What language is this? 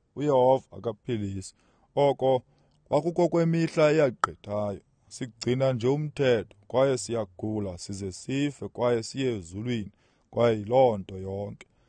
Xhosa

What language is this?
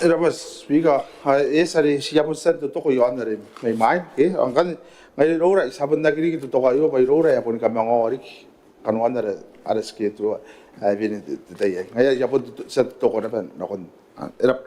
Gilbertese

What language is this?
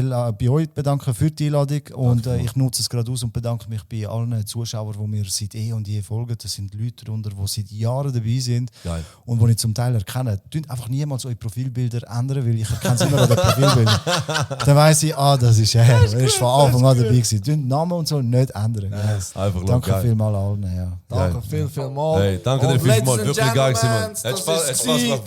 Swiss German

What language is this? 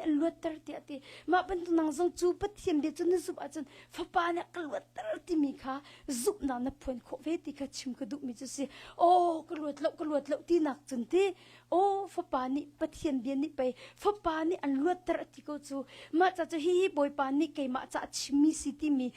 Hakha Chin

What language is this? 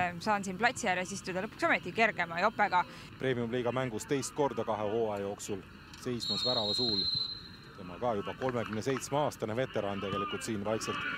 Estonian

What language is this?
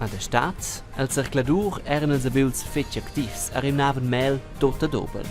Romansh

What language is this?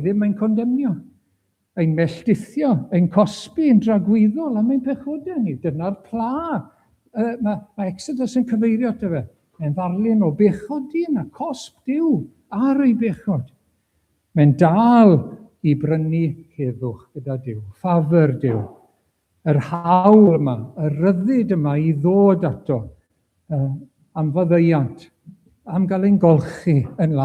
Welsh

